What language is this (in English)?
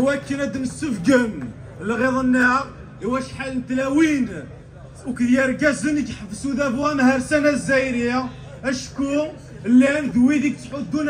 Kabyle